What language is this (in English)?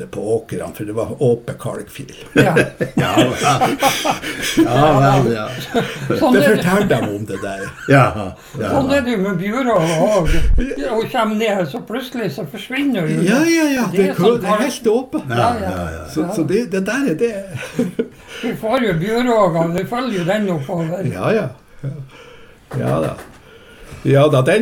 Norwegian